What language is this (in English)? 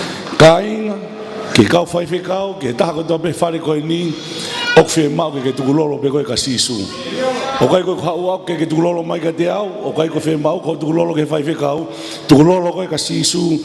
Tongan